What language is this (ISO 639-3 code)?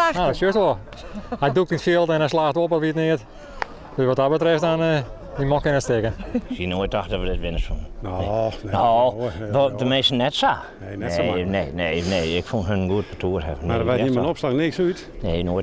fry